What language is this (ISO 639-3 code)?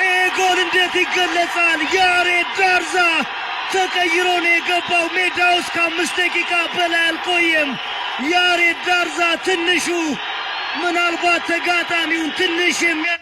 amh